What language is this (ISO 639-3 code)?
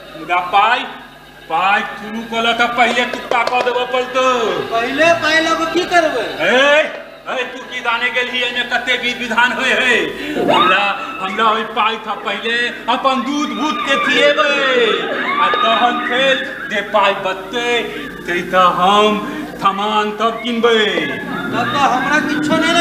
mai